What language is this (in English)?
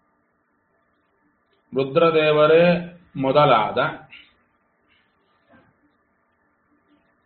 Kannada